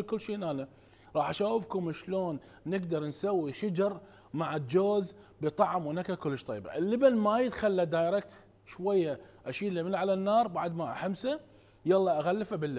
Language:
Mesopotamian Arabic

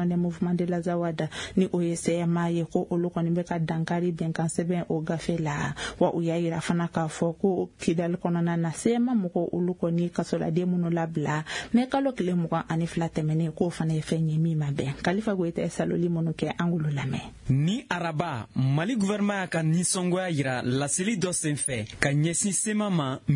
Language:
Bambara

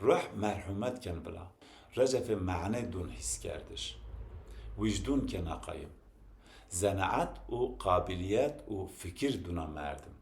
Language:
Zaza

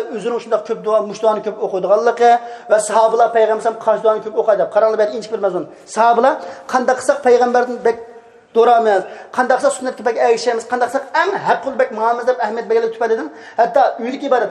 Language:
Uyghur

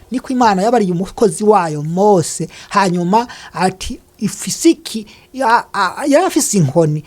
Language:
Rundi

